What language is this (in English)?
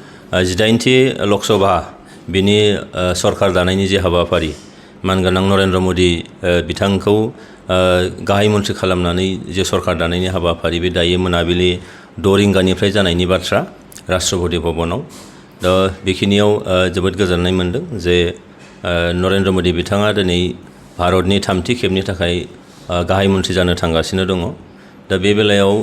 Bodo